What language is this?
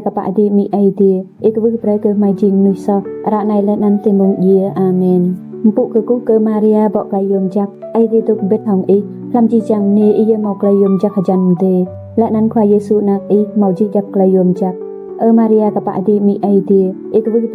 Rade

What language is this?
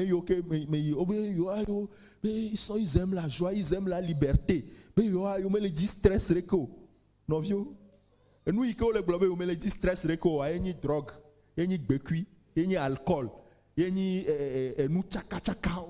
Ewe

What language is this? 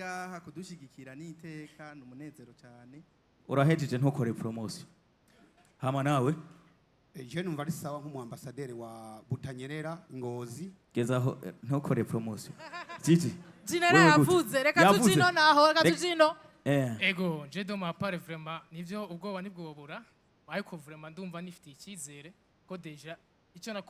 Rundi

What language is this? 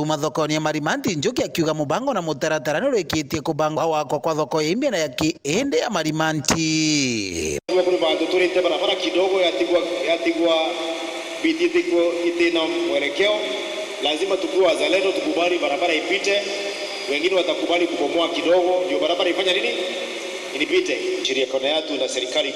Meru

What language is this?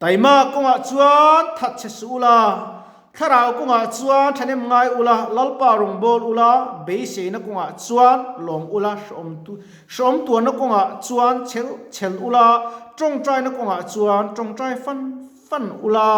Mizo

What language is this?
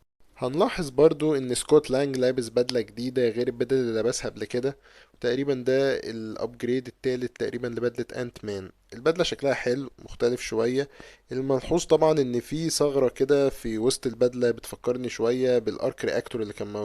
Egyptian Arabic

